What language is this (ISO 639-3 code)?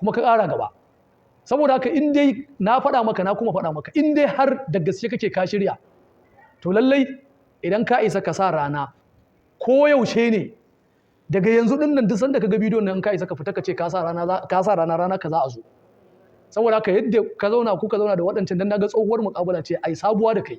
hau